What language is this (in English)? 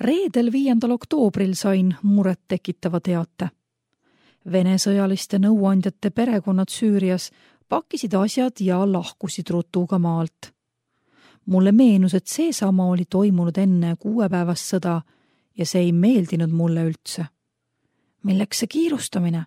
Estonian